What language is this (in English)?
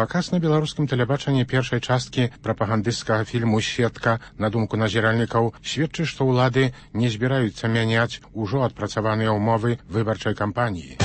Belarusian